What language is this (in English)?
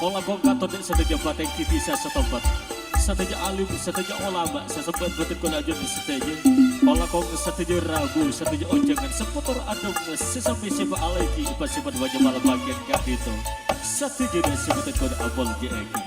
Madurese